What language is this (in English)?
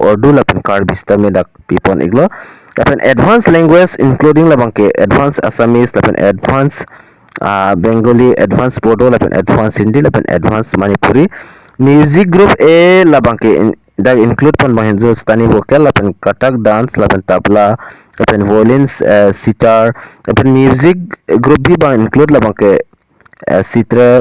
Karbi